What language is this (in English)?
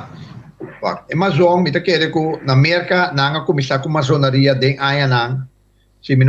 Papiamento